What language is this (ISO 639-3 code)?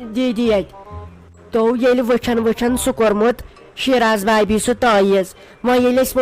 kas